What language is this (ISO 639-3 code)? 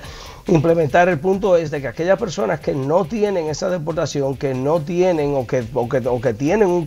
spa